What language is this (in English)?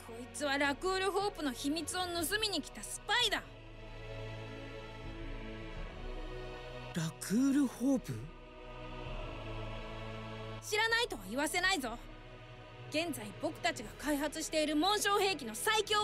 Japanese